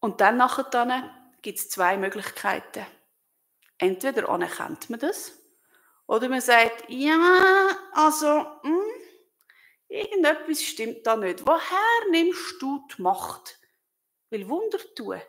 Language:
Swiss German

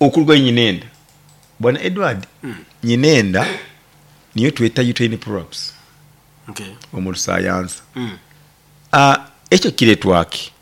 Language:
Nyoro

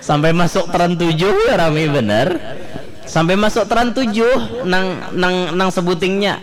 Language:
Banjar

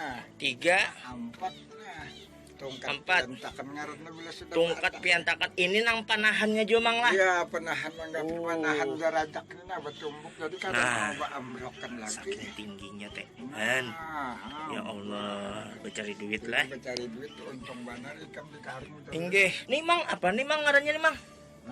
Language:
Banjar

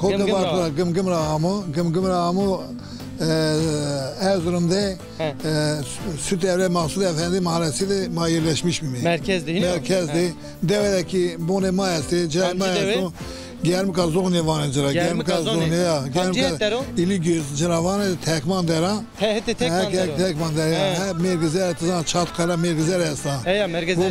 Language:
Zaza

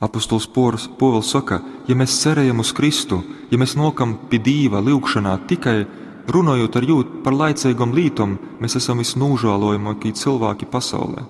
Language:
Latgalian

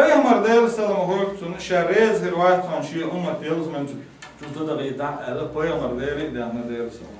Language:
Chechen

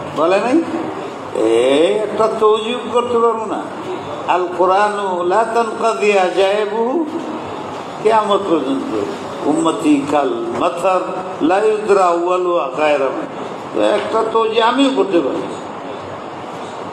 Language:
Bangla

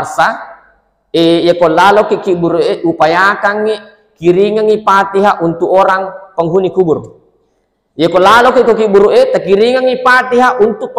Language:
Buginese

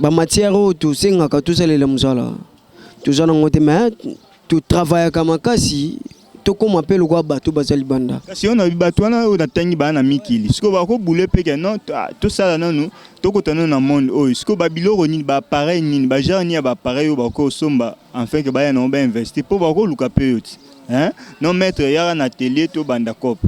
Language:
Lingala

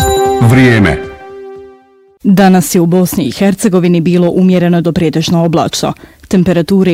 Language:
Bosnian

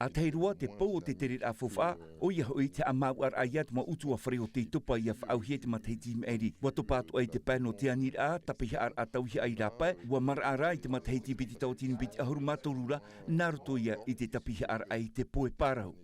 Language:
Tahitian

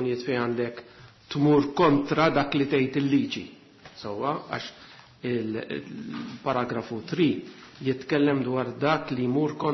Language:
Maltese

